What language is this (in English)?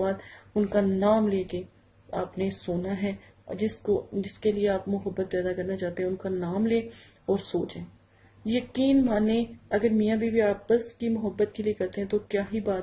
Urdu